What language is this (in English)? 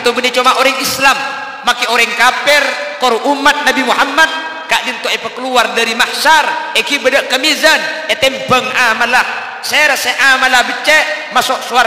Madurese